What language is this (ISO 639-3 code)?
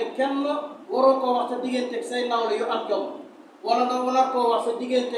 wol